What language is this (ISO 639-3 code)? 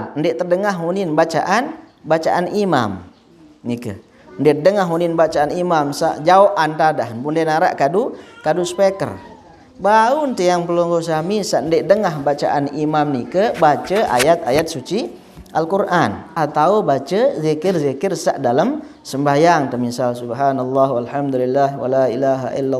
sas